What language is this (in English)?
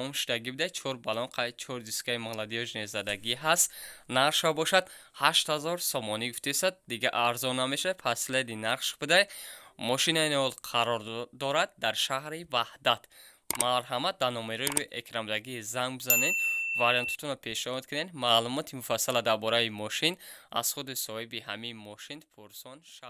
Tajik